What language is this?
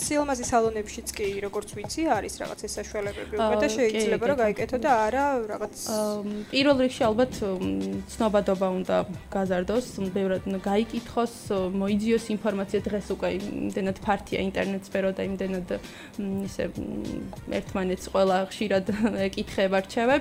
Georgian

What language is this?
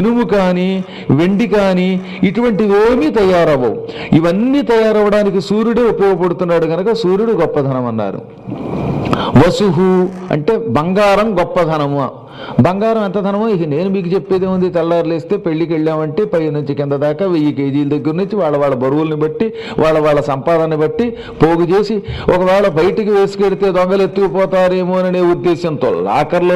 Telugu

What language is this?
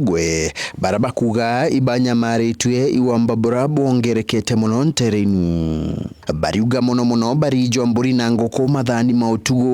Meru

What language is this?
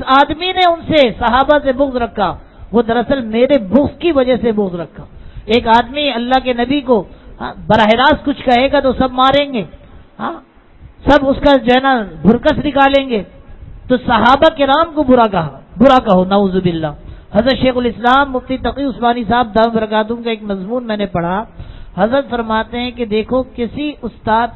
Urdu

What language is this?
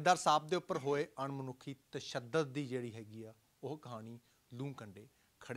Punjabi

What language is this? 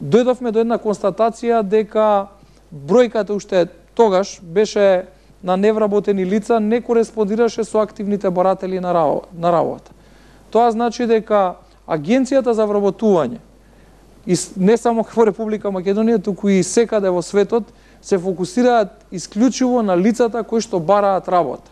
Macedonian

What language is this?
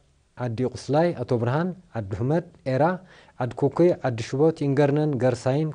Tigrinya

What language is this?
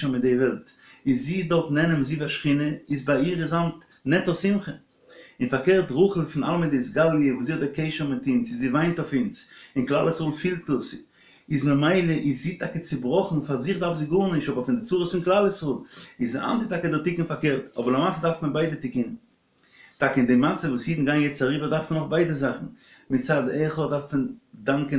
Yiddish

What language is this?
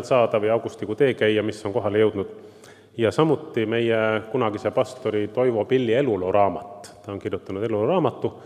Estonian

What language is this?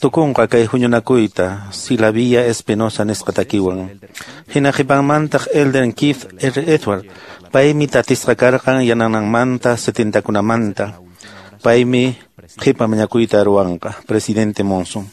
Quechua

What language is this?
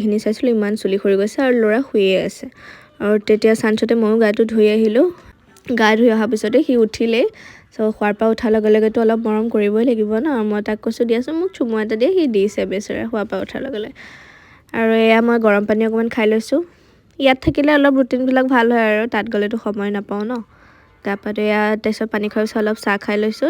Assamese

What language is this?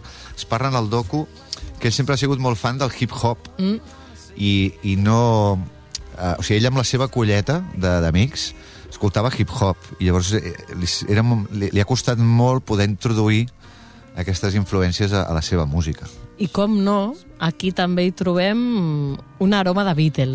Catalan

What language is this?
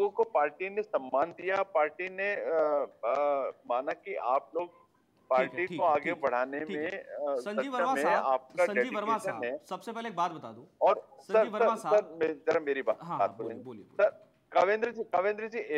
Hindi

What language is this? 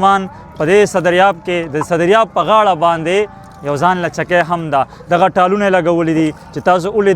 Pashto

